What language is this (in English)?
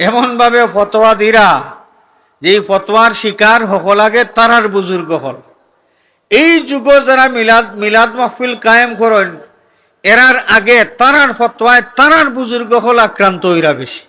Sylheti